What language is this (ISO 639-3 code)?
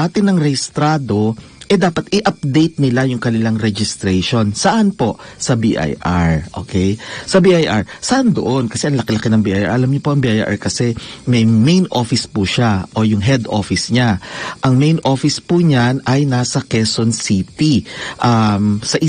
fil